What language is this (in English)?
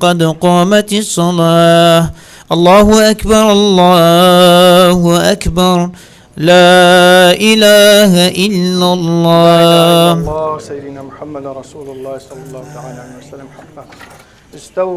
Kurdish